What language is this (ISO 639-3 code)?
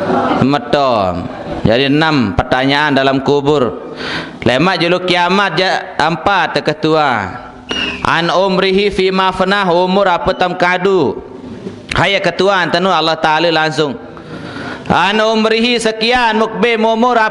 sas